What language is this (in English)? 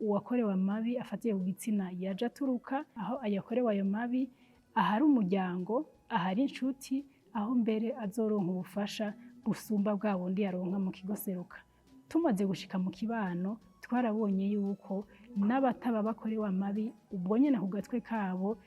Rundi